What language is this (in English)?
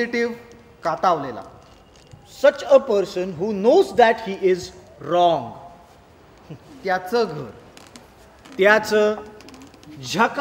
Marathi